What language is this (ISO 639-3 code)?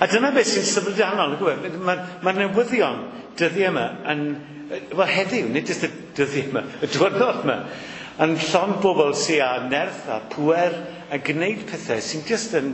cym